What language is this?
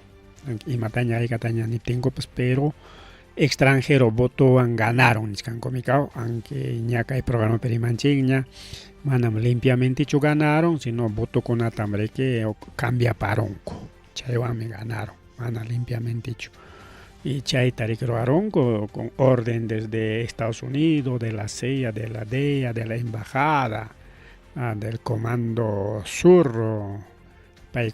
Ayacucho Quechua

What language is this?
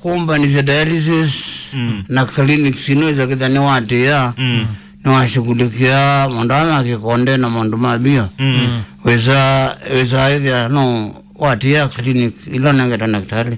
Kamba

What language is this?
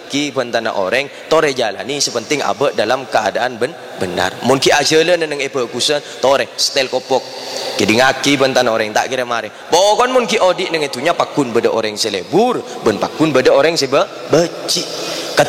Madurese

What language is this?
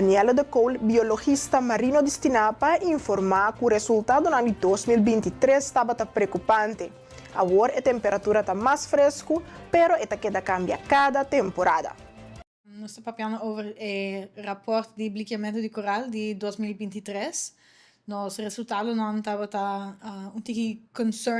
Papiamento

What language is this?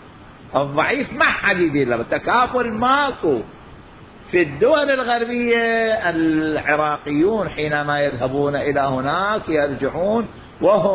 Mesopotamian Arabic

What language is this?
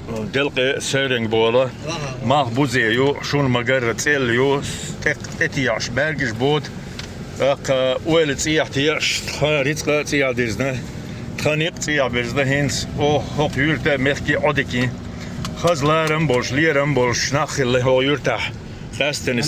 Chechen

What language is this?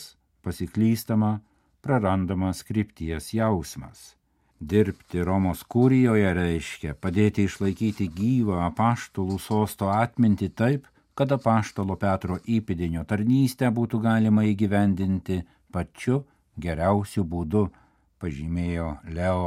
Lithuanian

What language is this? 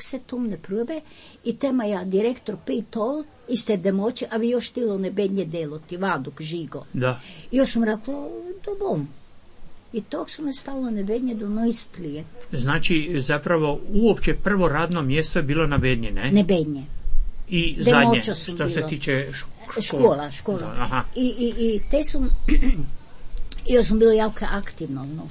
Croatian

